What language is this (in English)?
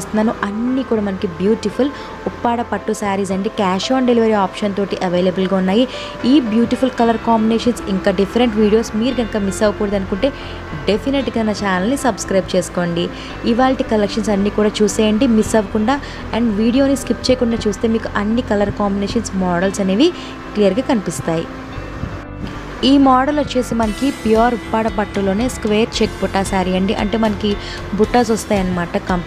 Telugu